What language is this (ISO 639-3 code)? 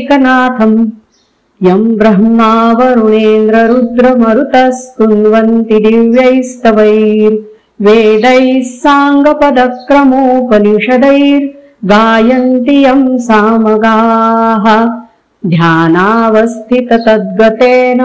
san